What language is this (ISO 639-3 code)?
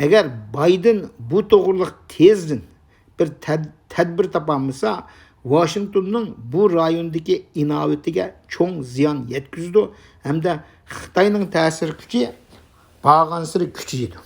uig